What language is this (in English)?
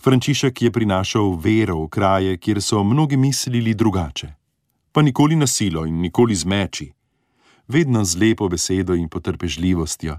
Slovenian